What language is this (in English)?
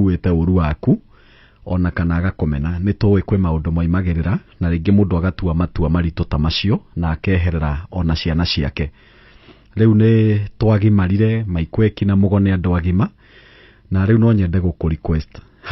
Kikuyu